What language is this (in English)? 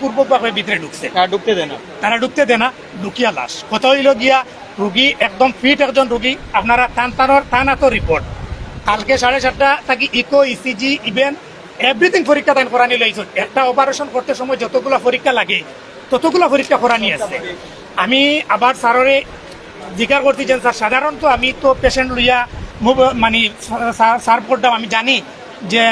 Sylheti